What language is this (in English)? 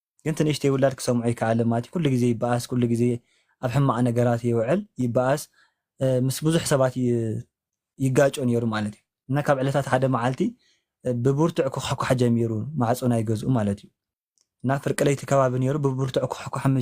Tigrinya